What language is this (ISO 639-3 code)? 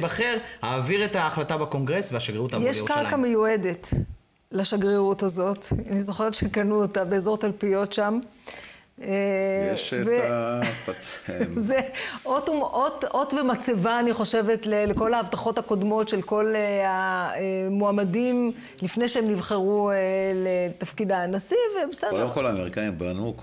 heb